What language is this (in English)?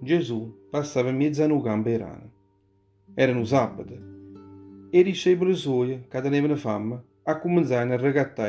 Neapolitan